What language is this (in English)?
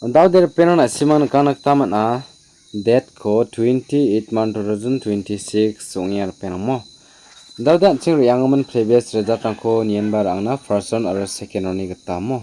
Garo